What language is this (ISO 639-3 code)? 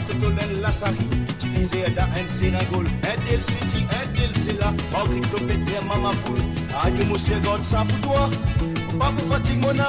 mfe